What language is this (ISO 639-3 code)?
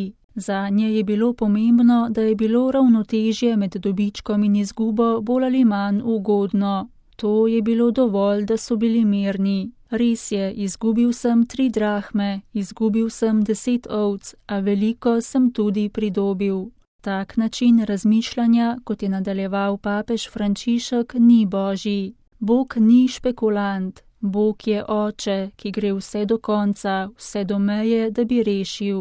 slv